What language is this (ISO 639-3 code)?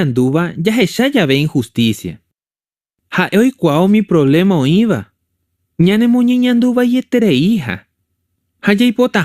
grn